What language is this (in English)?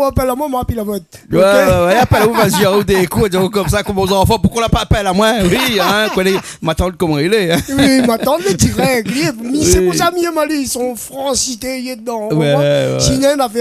Réunion Creole French